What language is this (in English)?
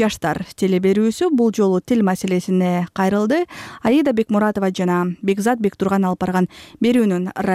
Kyrgyz